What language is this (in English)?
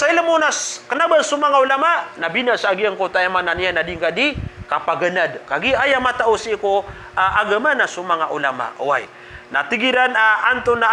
Maranao